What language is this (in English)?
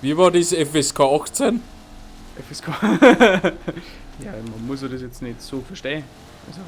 Bavarian